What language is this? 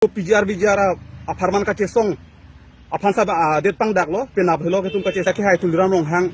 Karbi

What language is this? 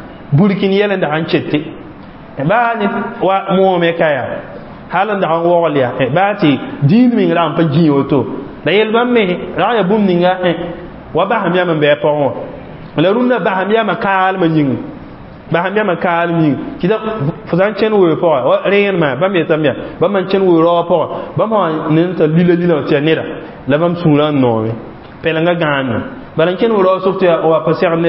Mossi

